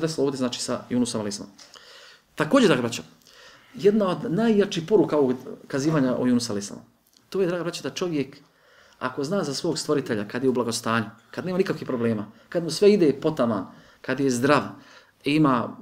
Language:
Bosnian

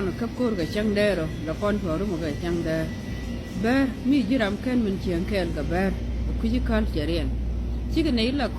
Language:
Nuer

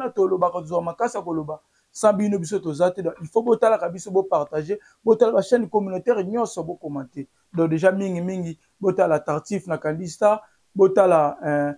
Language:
Lingala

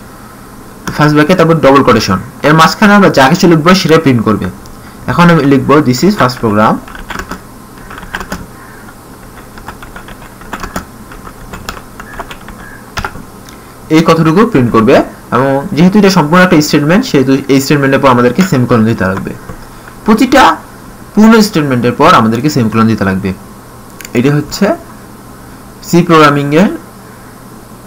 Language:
Bangla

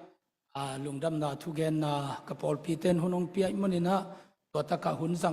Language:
Tedim Chin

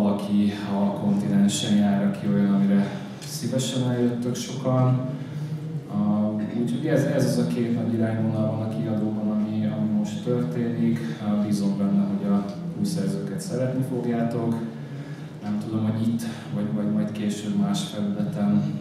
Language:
Hungarian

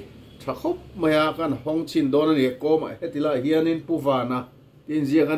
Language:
Mizo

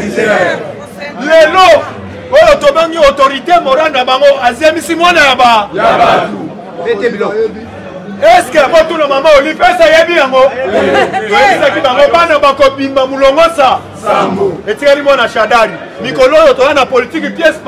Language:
Lingala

